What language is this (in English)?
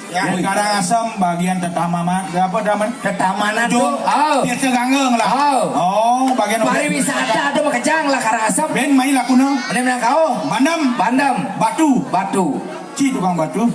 Balinese